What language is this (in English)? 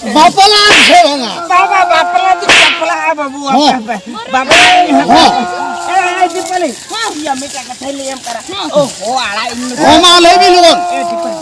Santali